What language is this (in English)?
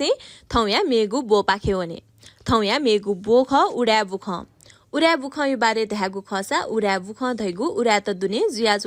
Newari